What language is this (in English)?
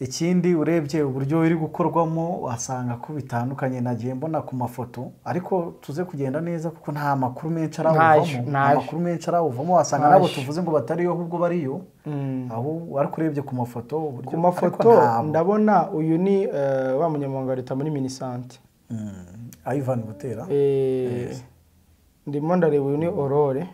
Kinyarwanda